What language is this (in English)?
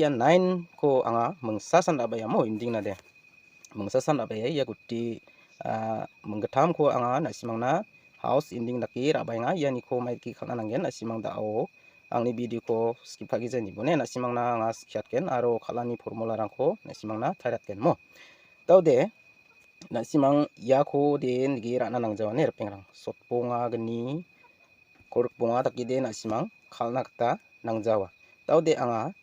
Garo